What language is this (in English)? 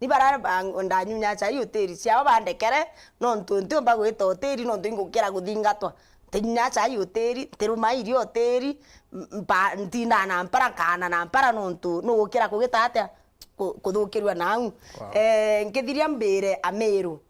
Meru